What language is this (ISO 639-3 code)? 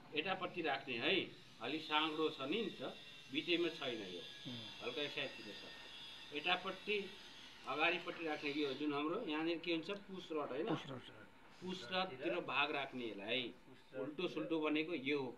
nep